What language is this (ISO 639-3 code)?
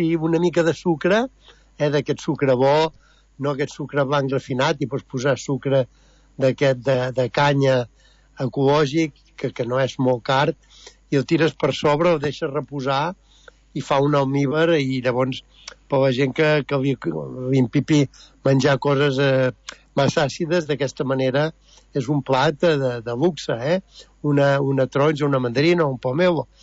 cat